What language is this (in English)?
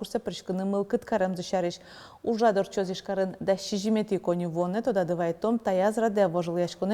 Udmurt